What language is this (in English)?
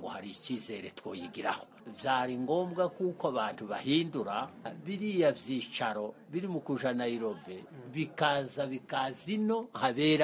Kinyarwanda